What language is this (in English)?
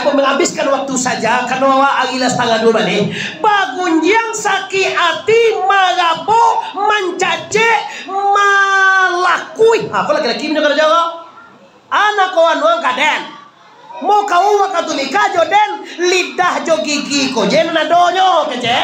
Minangkabau